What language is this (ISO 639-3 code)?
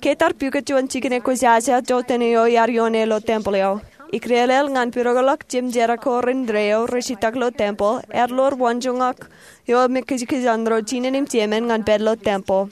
mah